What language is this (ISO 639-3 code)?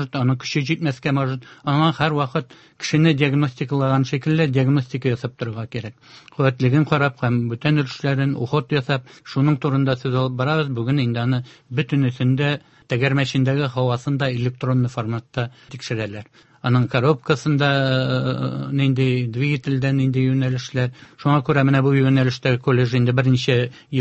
tat